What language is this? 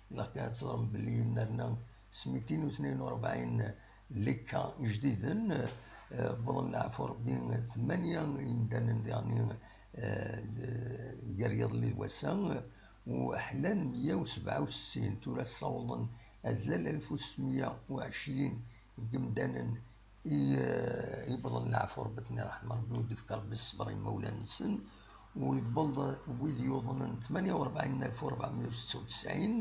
Kabyle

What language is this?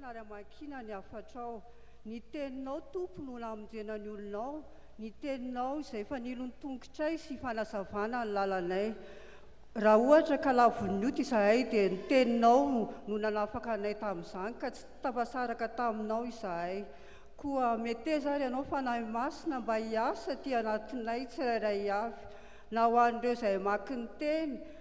Malagasy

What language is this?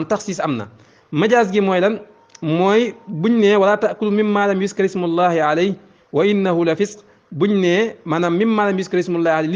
Wolof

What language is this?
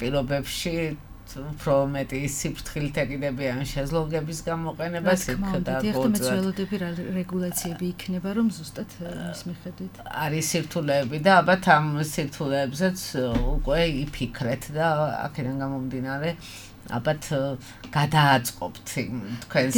Georgian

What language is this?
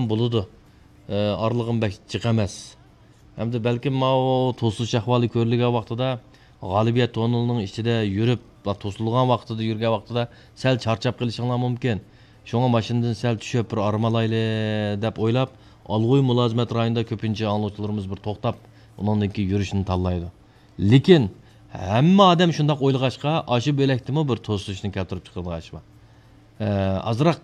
Uyghur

